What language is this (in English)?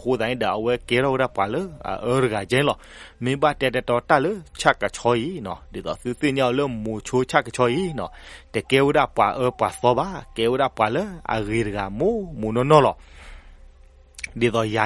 S'gaw Karen